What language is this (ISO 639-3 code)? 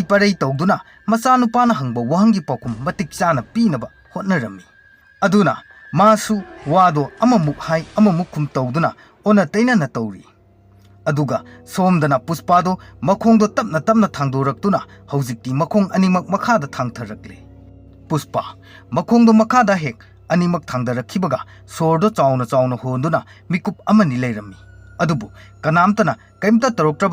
mni